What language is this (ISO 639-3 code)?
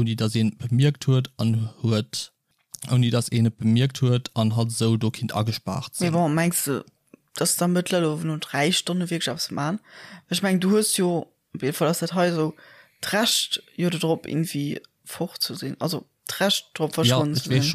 ltz